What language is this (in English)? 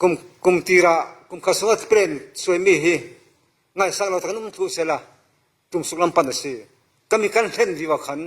Falam Chin